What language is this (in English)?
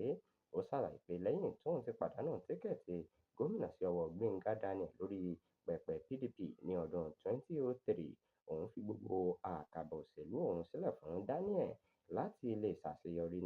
Yoruba